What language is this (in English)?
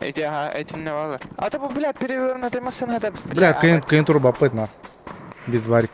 Yakut